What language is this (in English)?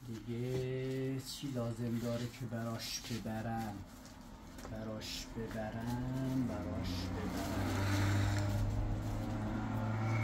Persian